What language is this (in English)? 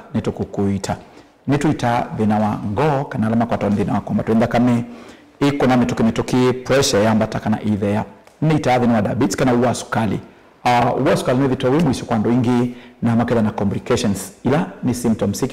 Kamba